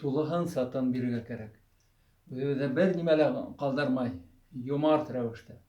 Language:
Bashkir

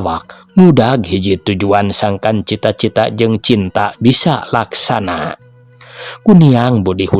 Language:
Sundanese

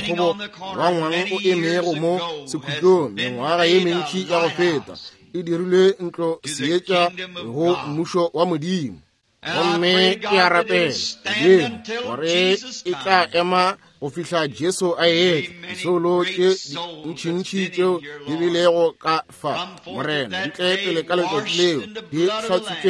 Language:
Northern Sotho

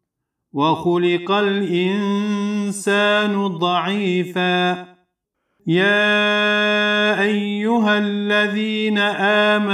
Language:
Arabic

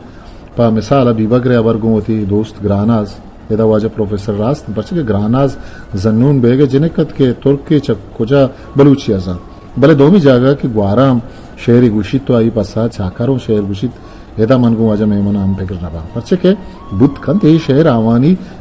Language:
Eastern Balochi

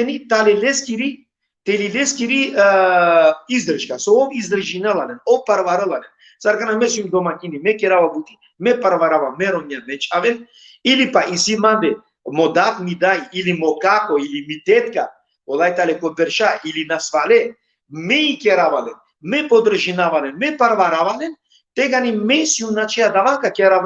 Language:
Balkan Romani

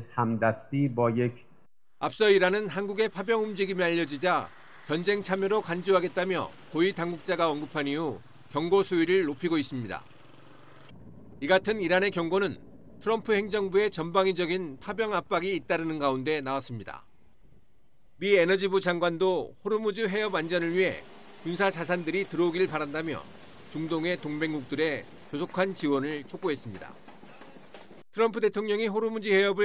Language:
Korean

